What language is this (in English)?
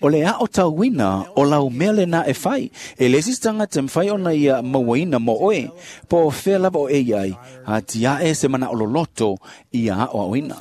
Samoan